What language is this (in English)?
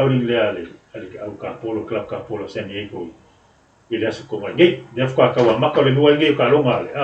Samoan